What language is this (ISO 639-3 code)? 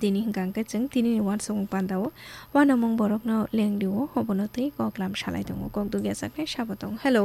trp